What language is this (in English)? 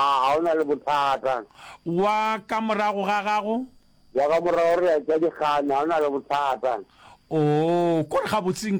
Northern Sotho